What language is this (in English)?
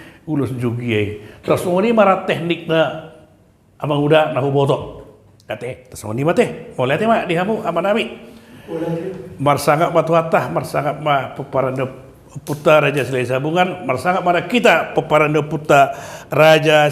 Batak Toba